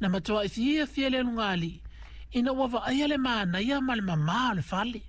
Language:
Samoan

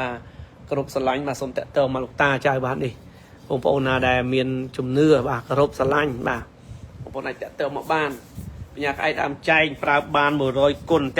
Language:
Khmer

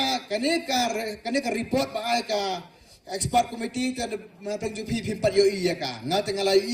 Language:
Khasi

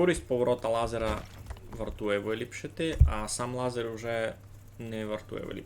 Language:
Rusyn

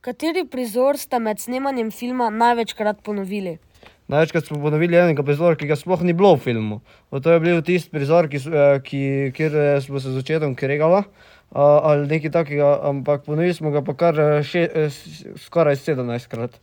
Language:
Slovenian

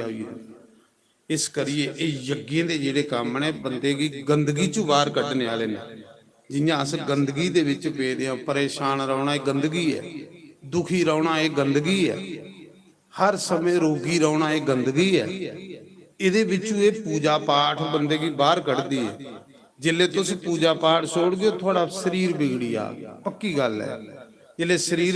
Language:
Dogri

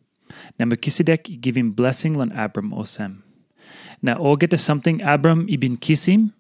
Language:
Tok Pisin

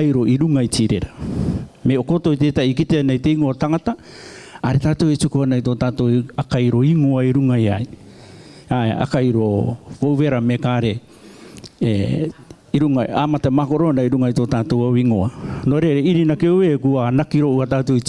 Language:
Rarotongan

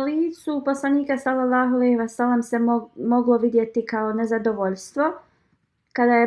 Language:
Bosnian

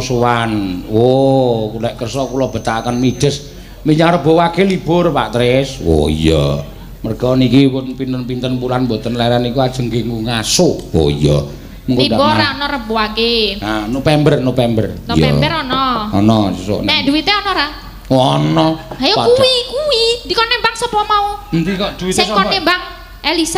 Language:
Javanese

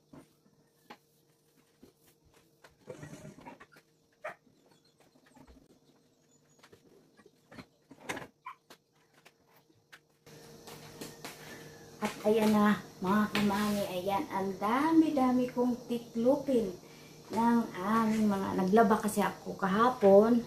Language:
Filipino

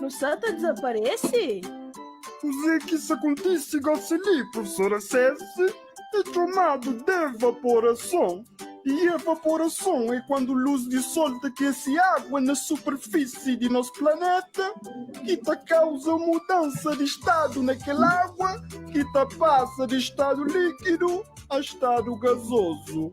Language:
Kabuverdianu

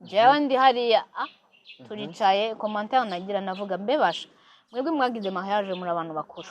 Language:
Rundi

